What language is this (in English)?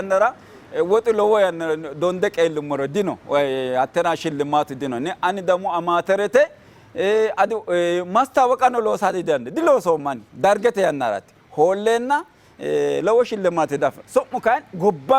Sidamo